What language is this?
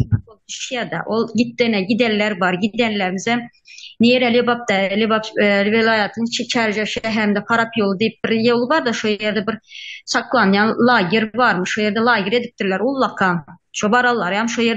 Turkmen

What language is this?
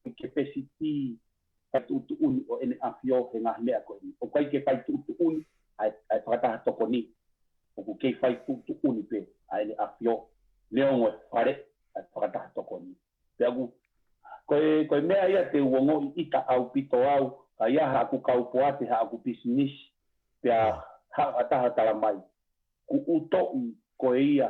Tongan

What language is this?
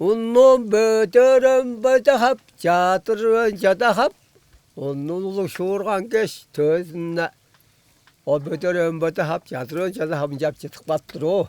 Tuvinian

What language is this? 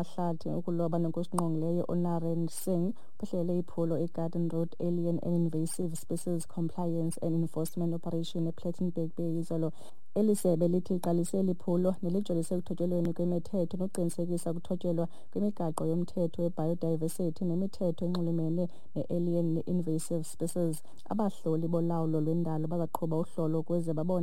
Xhosa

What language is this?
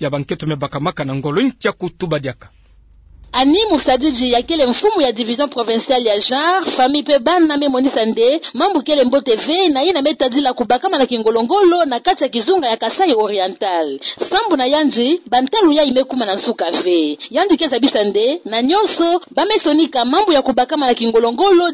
Kituba (Democratic Republic of Congo)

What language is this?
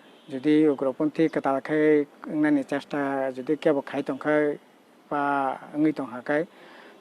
Kok Borok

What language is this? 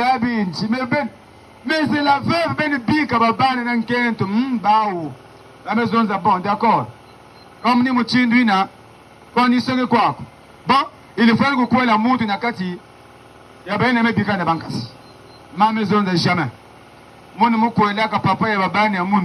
Kituba (Democratic Republic of Congo)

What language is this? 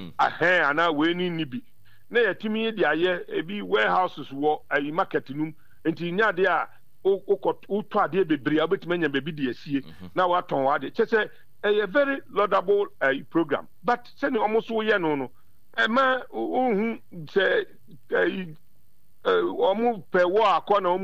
Akan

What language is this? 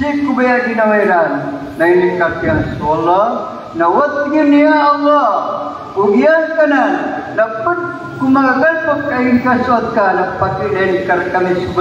Maranao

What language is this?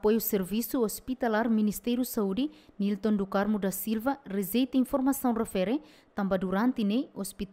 Tetum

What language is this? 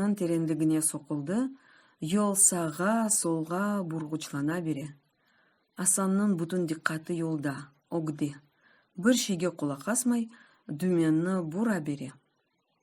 Crimean Tatar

